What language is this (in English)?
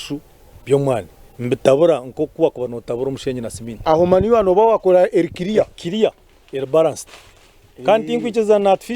Nyankole